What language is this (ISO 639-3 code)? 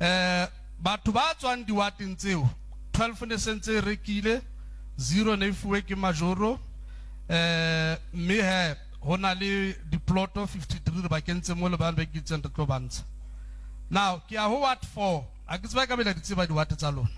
sot